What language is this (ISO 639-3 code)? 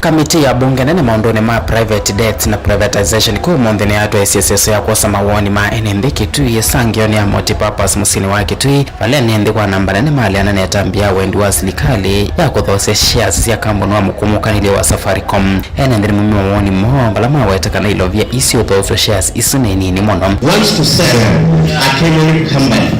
kam